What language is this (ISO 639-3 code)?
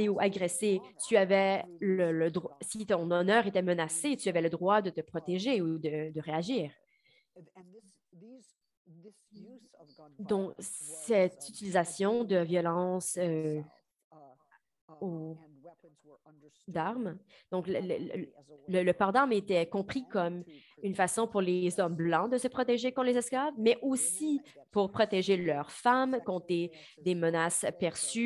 fra